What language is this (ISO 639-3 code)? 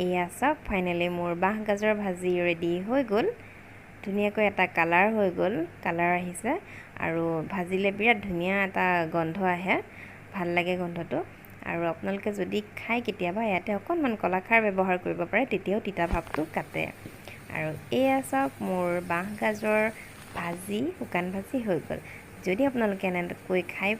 asm